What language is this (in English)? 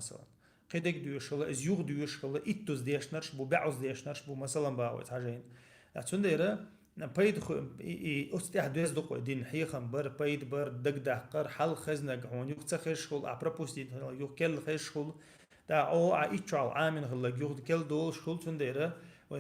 Chechen